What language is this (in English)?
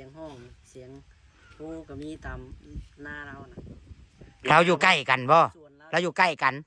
Northeastern Thai